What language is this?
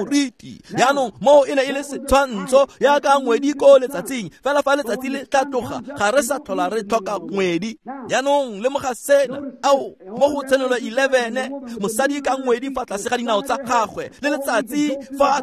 Tswana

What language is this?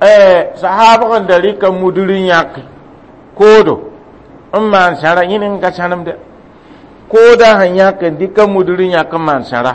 Mossi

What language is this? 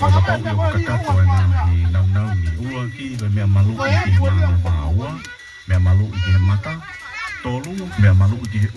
Tongan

